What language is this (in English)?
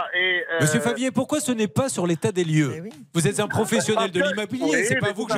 French